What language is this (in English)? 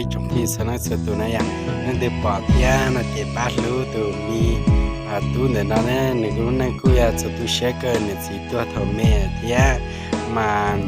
Hmong